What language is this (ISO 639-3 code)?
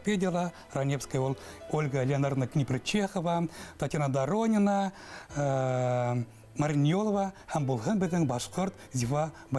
bak